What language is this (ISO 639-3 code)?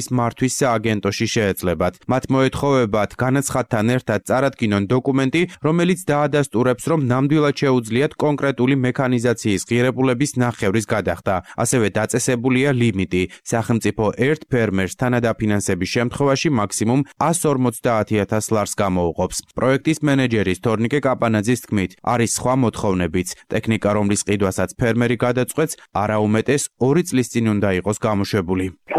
kat